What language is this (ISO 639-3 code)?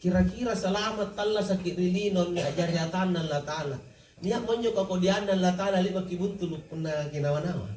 mak